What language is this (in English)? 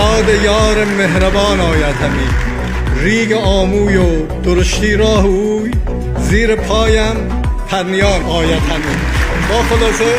Tajik